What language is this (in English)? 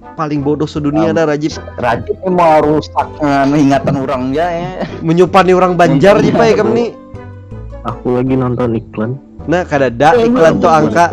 Banjar